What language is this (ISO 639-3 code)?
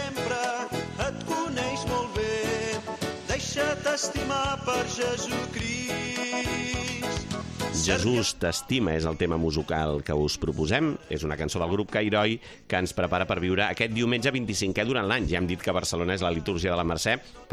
cat